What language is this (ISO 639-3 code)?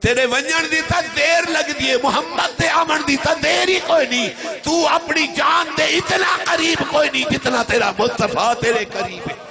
skr